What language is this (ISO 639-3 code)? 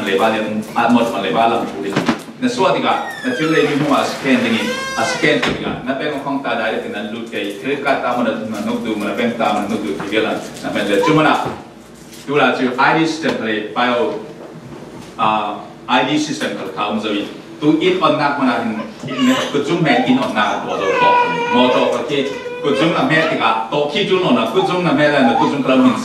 cfm